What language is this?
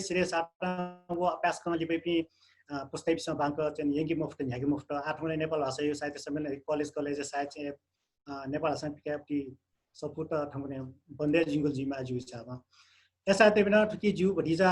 Newari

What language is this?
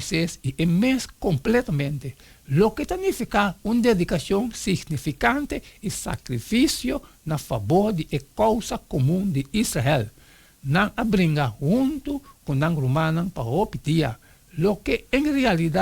Papiamento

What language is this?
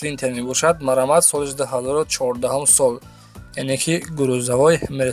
Tajik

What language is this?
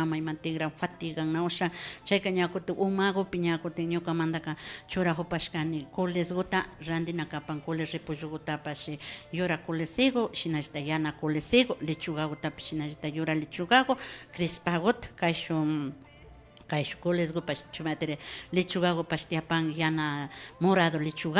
Imbabura Highland Quichua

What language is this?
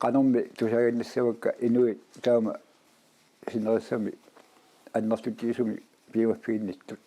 Kalaallisut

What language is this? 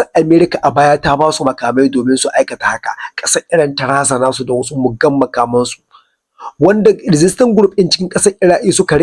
Hausa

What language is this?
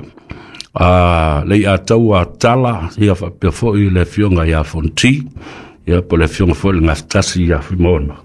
Samoan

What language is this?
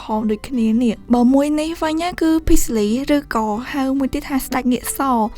Khmer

